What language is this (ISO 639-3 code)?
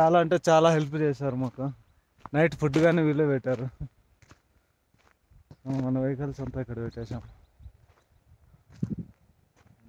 tel